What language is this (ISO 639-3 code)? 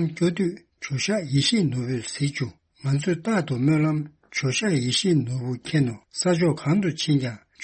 bod